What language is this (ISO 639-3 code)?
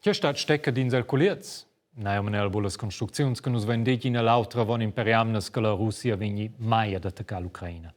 roh